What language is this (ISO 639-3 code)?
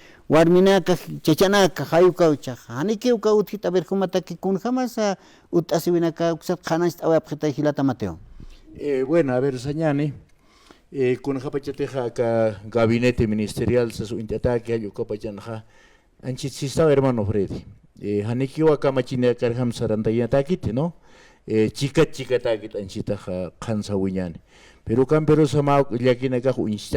aym